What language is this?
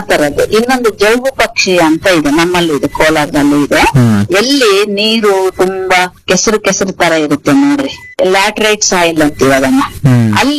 Kannada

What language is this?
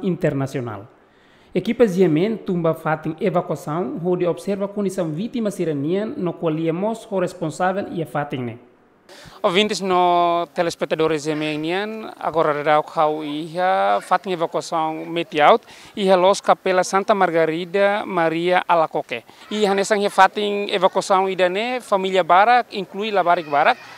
Tetum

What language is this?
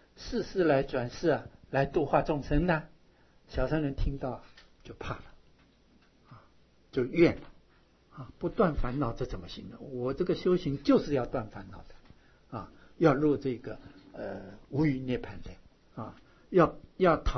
Chinese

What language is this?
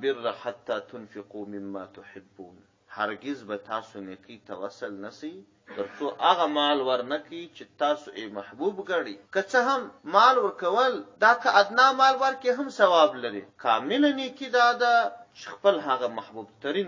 Pashto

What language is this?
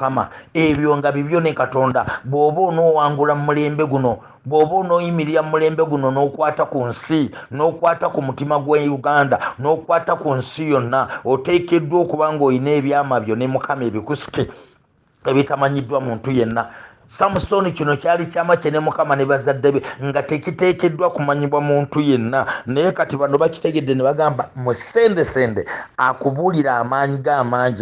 Ganda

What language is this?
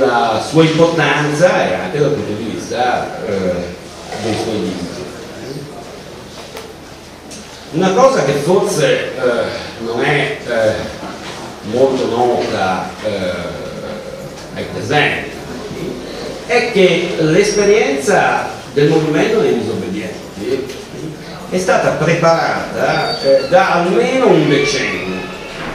Italian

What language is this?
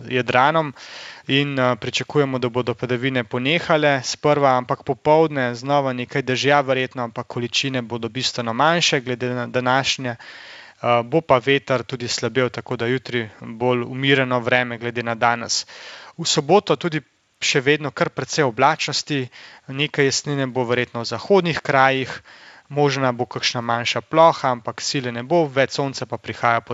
Slovenian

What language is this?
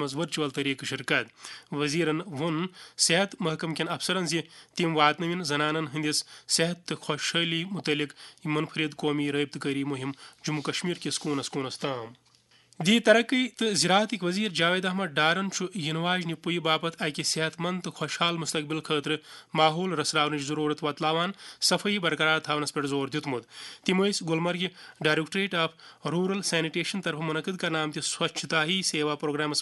Kashmiri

